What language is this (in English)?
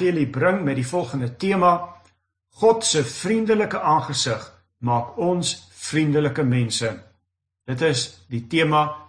Afrikaans